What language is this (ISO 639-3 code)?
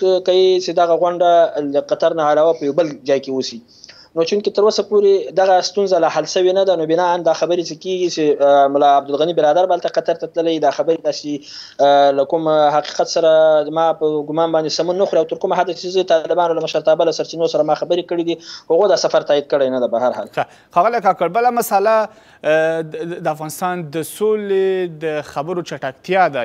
pus